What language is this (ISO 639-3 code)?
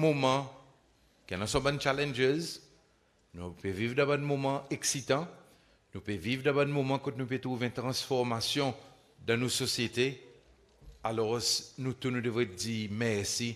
crs